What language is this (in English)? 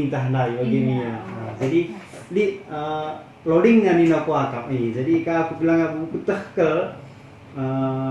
Batak Karo